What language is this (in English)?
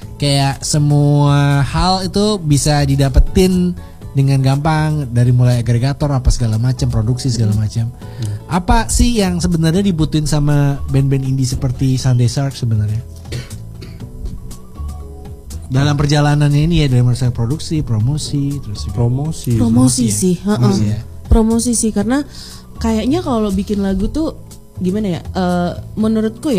Indonesian